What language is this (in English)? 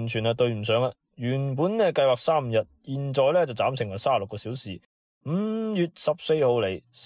Cantonese